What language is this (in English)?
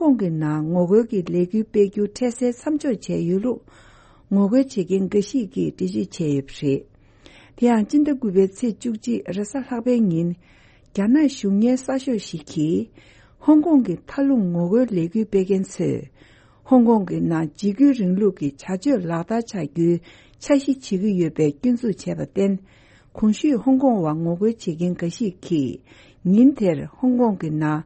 Tibetan